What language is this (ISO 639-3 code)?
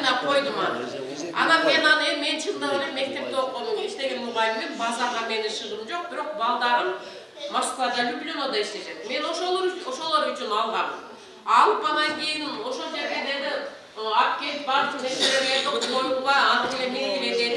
kir